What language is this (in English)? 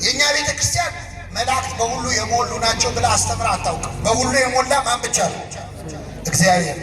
Amharic